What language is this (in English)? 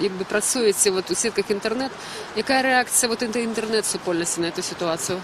Belarusian